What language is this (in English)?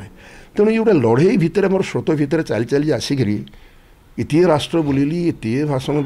Odia